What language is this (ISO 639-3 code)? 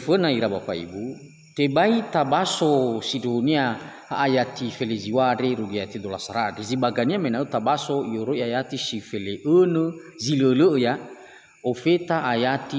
nia